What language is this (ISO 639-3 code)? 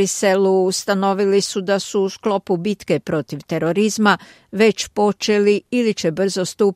hrv